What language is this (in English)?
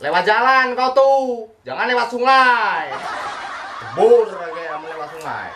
Musi